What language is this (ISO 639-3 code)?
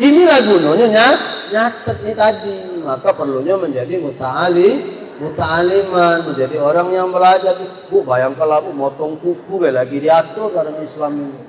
mui